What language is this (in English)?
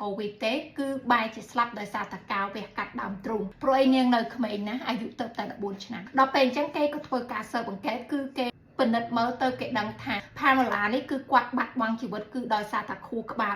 Khmer